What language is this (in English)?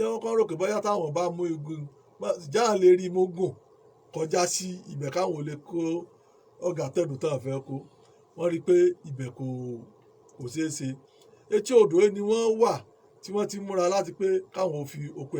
Yoruba